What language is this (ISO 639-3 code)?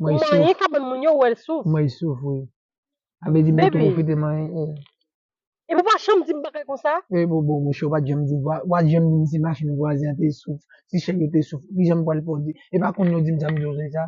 hat